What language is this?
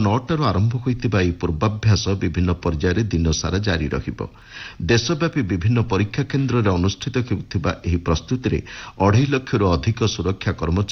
Odia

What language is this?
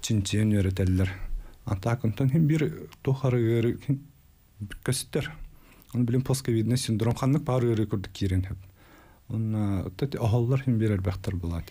Yakut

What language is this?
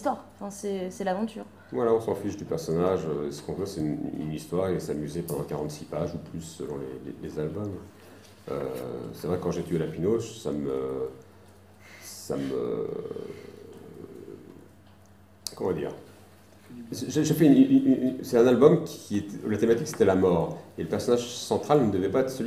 French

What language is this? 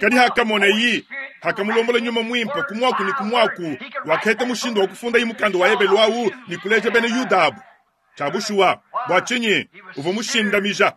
Luba-Lulua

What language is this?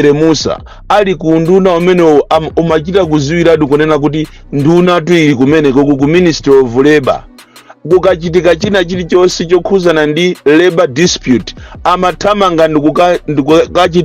Nyanja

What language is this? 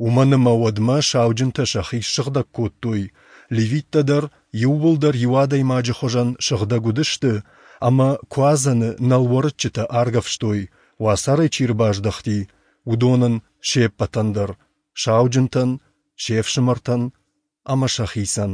Ossetic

